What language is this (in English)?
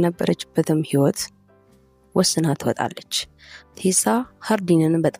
Amharic